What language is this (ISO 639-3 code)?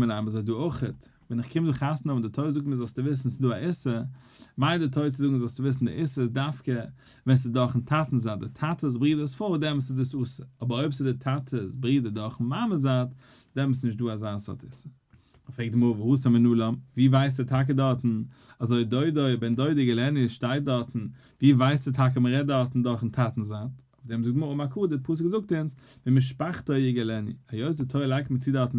yid